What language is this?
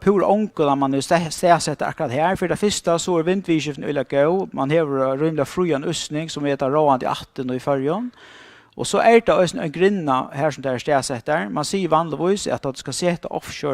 Faroese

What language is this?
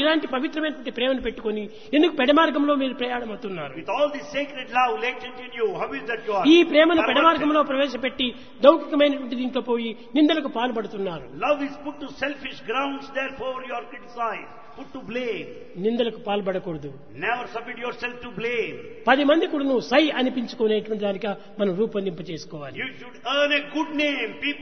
Telugu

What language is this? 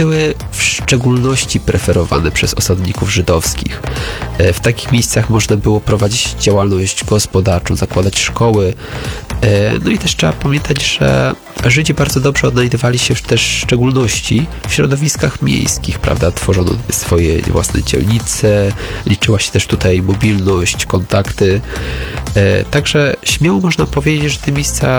Polish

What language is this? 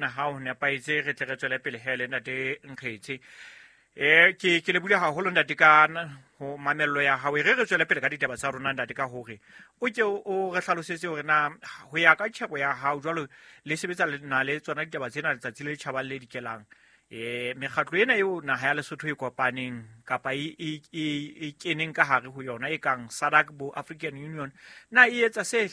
Southern Sotho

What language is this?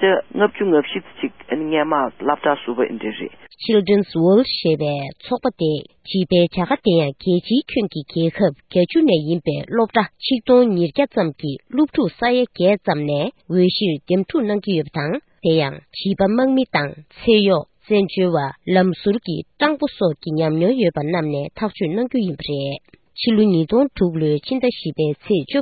Tibetan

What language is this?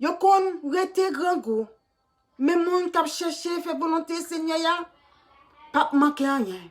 Haitian Creole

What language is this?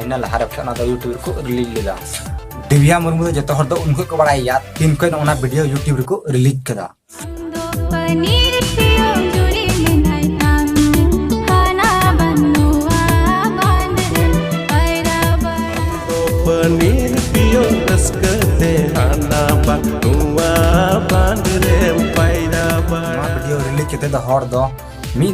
Santali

